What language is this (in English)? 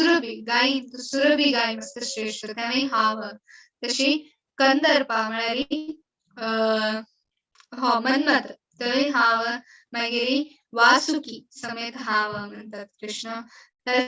Konkani